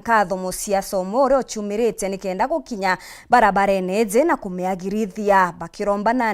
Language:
Meru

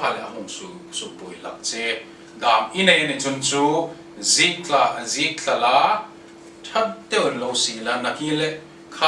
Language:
Hmar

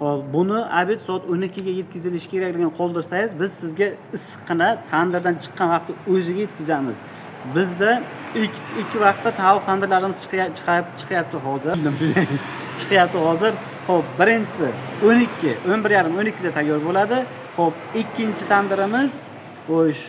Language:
Uzbek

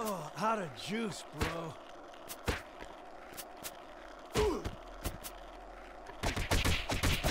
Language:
English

